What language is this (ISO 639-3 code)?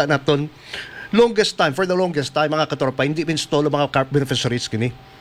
hil